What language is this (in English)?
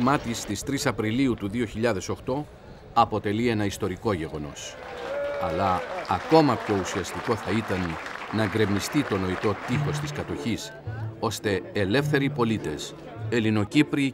Greek